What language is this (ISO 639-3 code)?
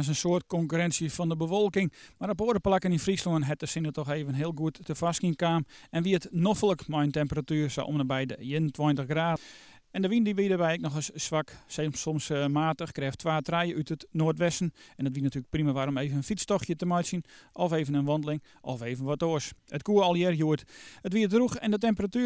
fry